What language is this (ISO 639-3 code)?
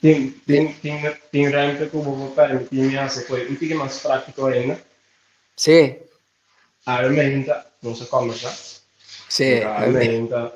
pap